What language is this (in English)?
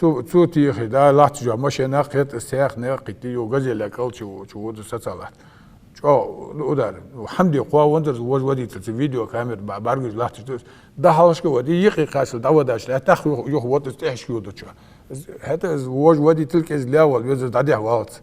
Ingush